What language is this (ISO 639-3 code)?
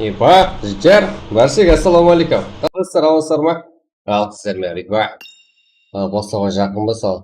kaa